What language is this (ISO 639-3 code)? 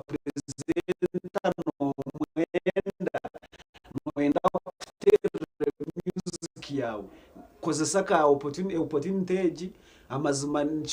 nyn